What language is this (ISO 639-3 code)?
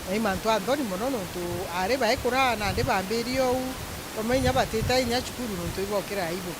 mer